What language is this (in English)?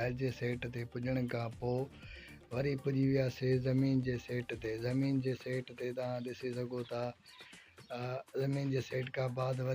Sindhi